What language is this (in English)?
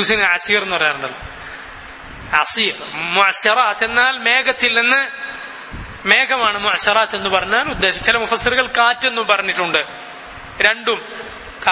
Malayalam